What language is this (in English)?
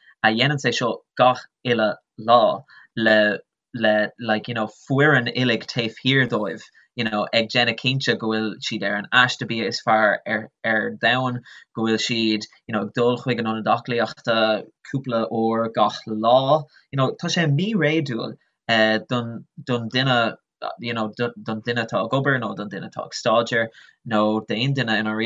Irish